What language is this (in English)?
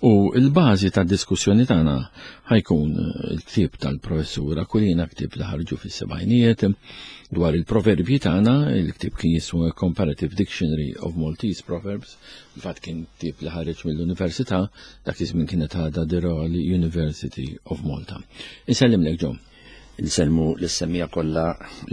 Maltese